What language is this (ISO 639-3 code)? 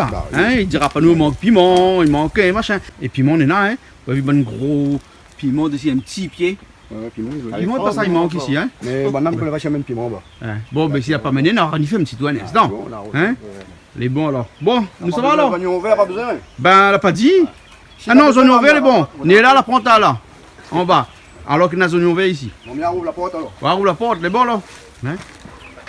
rcf